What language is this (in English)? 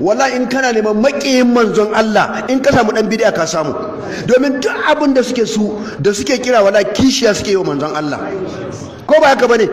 Hausa